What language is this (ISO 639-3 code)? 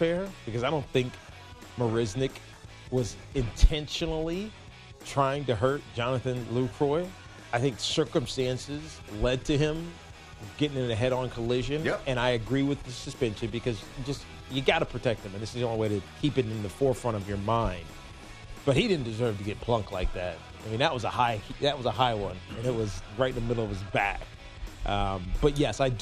eng